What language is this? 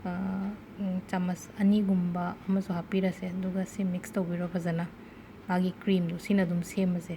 Manipuri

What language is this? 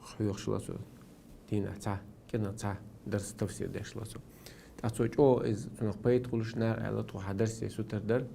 Chechen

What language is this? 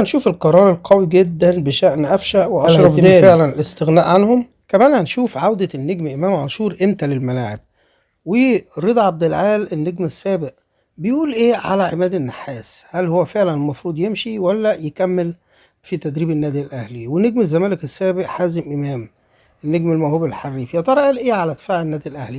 Egyptian Arabic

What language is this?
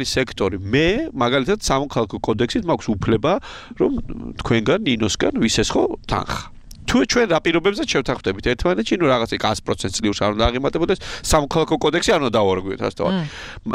Georgian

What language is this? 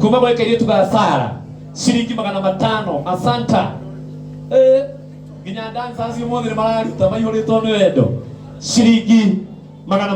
Kikuyu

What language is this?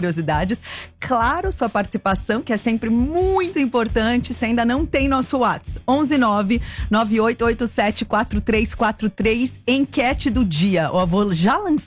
Portuguese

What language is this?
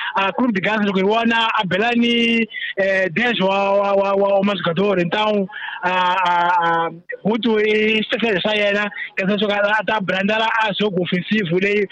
Tsonga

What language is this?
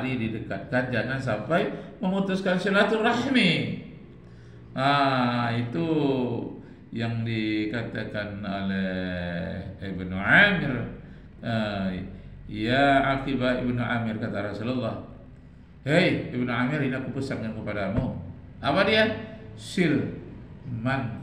Indonesian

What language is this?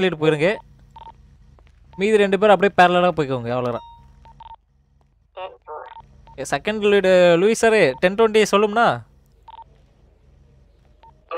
Tamil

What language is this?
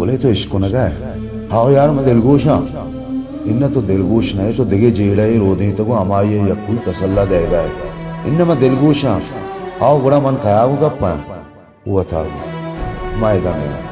Baluchi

